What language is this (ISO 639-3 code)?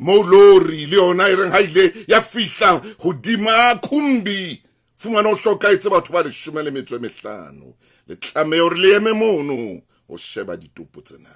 sot